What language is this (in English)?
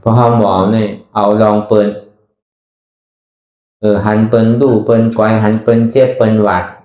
Shan